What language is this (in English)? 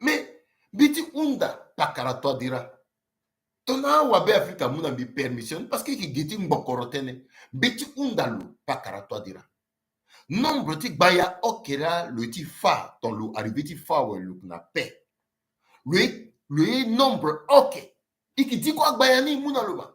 Sango